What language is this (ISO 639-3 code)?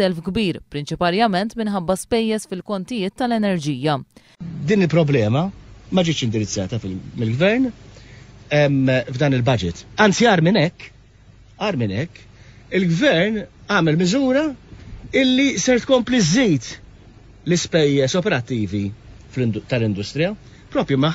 mlt